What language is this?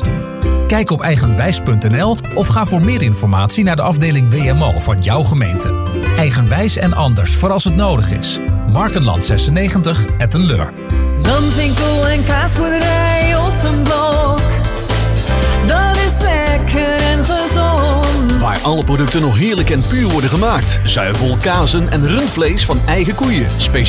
Dutch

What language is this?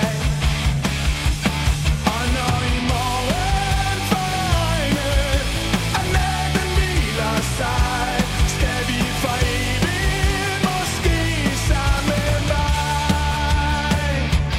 Danish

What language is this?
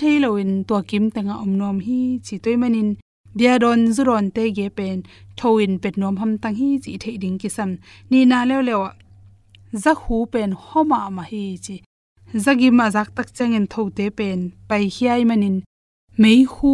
Tedim Chin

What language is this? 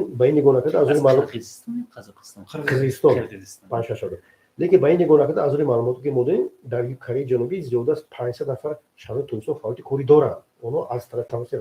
Tajik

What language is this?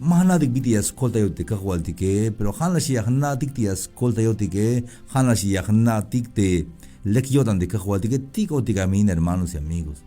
Tzeltal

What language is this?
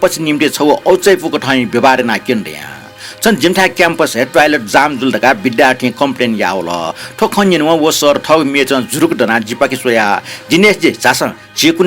Newari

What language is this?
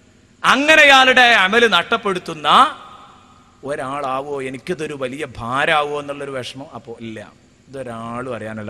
Malayalam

